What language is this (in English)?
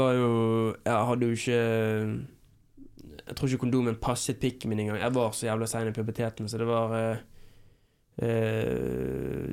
Norwegian